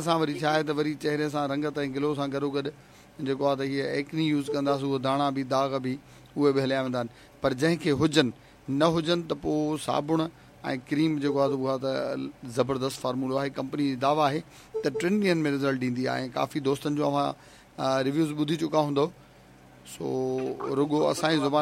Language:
Sindhi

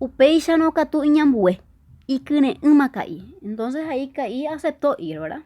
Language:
Guarani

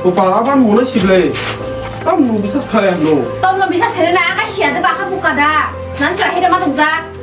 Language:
Kok Borok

